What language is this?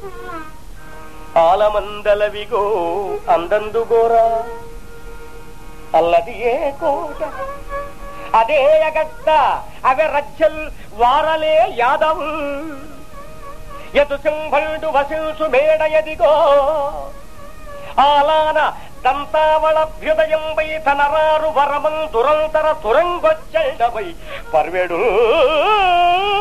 Telugu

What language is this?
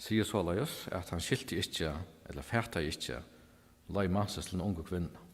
Faroese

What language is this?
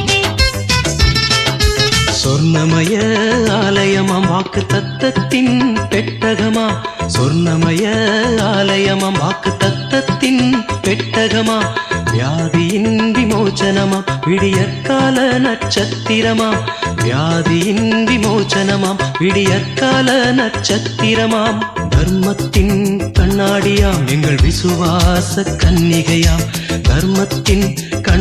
Tamil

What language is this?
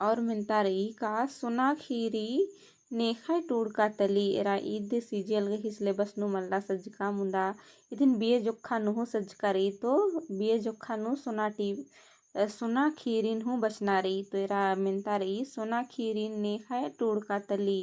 Kurukh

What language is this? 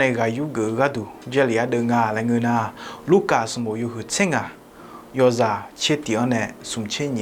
Akha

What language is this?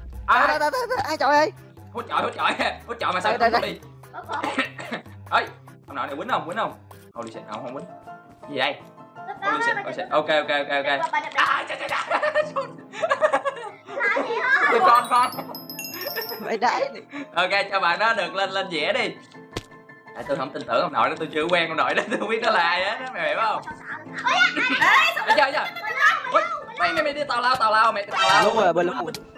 Vietnamese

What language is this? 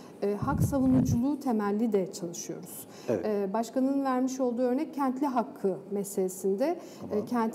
Turkish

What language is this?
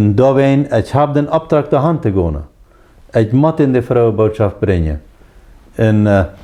Plautdietsch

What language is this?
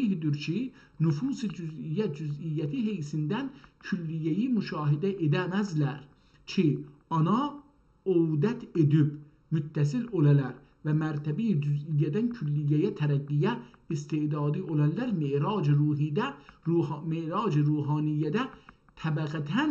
South Azerbaijani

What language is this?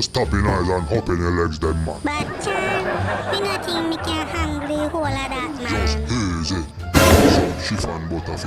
Jamaican Creole English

